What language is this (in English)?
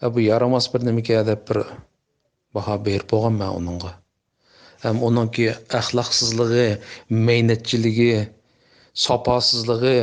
Uyghur